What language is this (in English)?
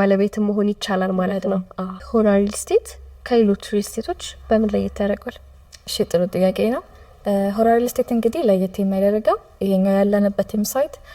Amharic